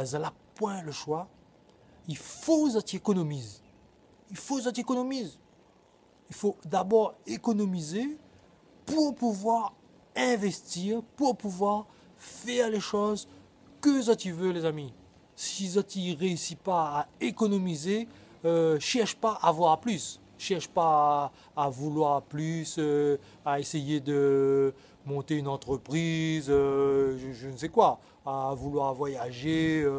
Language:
Réunion Creole French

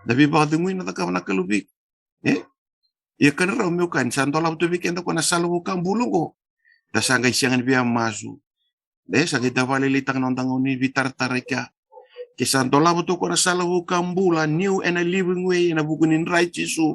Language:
Fijian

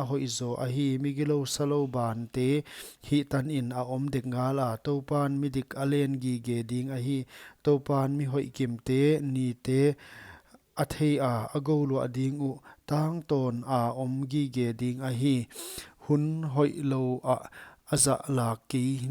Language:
Paite Chin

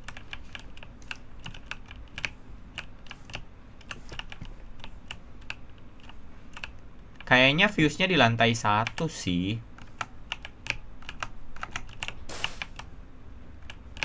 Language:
Indonesian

